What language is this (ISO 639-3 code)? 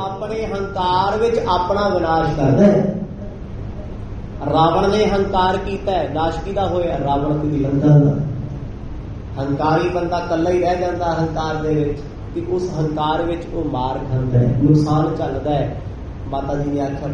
pan